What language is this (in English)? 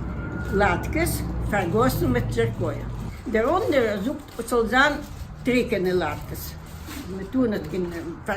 Yiddish